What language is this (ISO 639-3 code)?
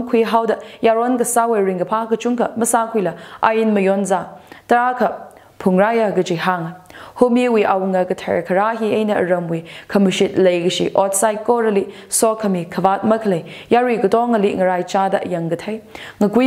nmf